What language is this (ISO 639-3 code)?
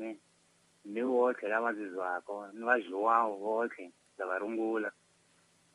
tso